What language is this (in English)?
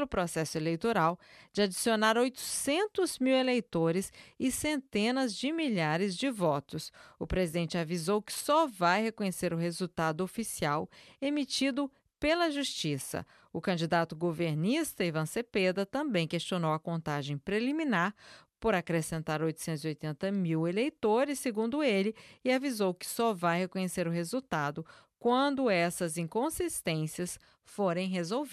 Portuguese